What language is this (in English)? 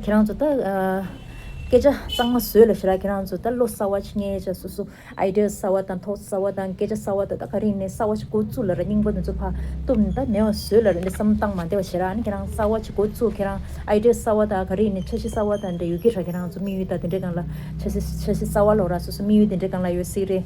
Tibetan